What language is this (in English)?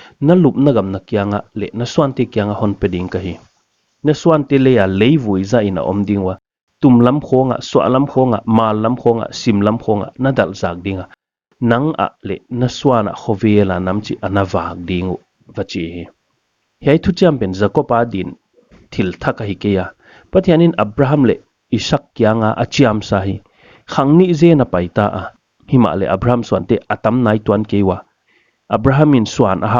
Paite Chin